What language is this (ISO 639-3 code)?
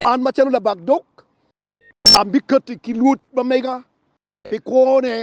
ach